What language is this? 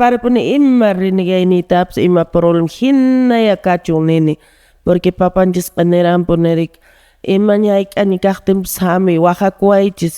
Quechua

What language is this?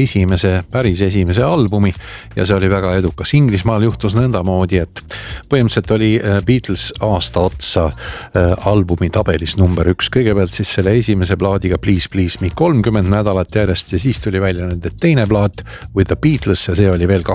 Estonian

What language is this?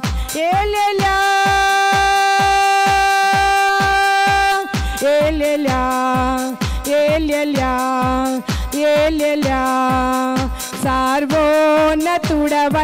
Telugu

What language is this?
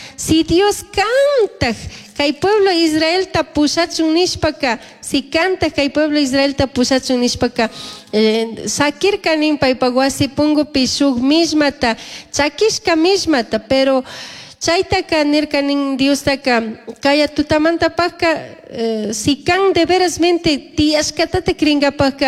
Chimborazo Highland Quichua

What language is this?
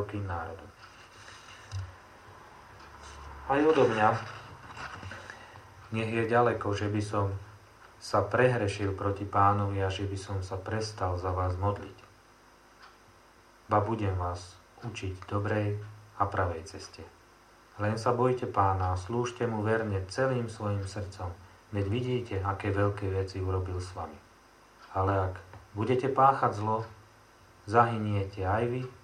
Slovak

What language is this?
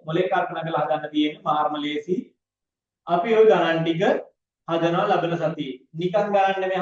Sinhala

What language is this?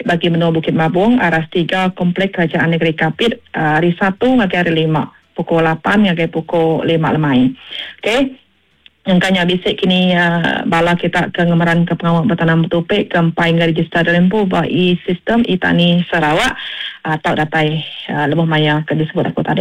Iban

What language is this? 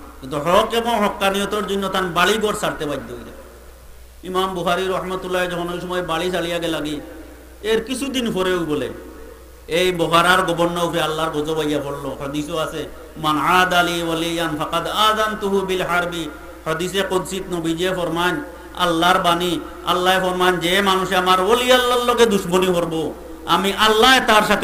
Sylheti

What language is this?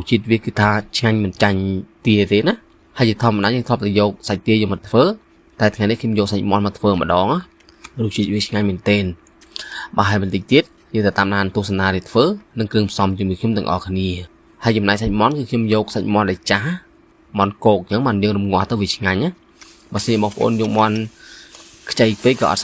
Khmer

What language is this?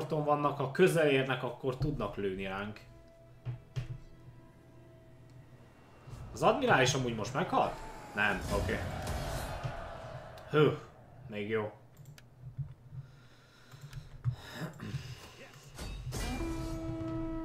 Hungarian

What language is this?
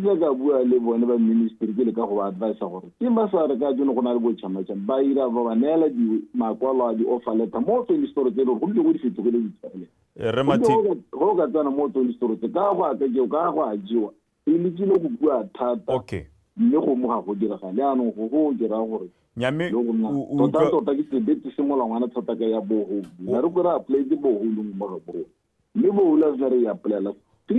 Tswana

